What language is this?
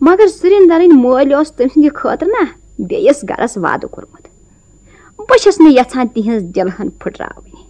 Kashmiri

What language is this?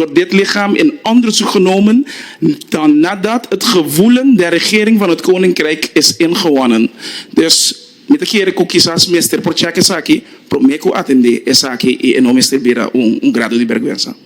Papiamento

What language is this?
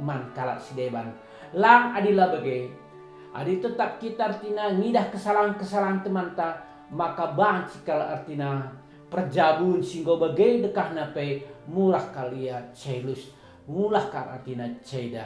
Batak Karo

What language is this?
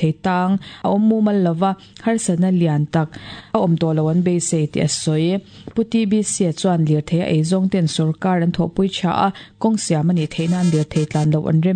Mizo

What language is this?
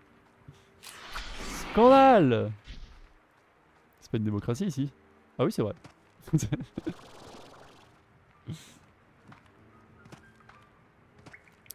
French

